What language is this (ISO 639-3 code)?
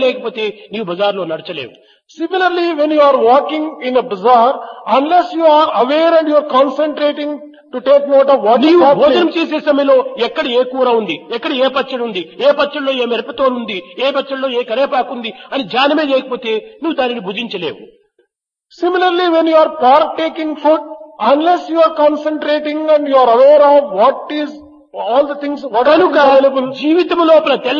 tel